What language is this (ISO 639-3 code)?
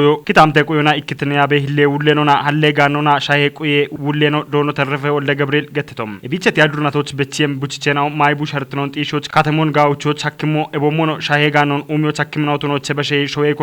kbr